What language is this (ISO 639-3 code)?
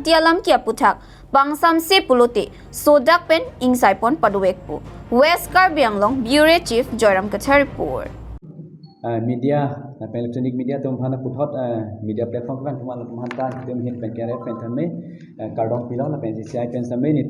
mjw